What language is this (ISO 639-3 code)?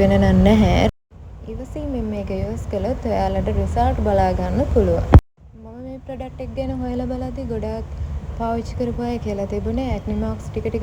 sin